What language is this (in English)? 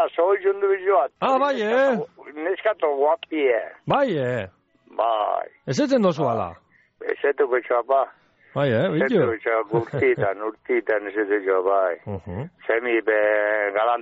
Basque